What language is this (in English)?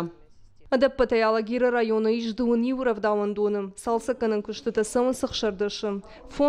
Ossetic